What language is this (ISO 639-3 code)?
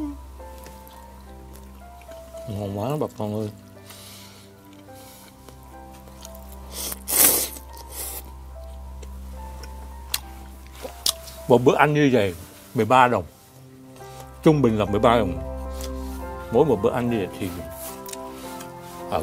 vie